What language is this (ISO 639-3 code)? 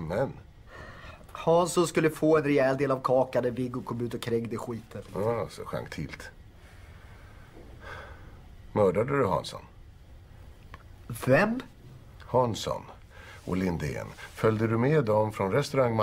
swe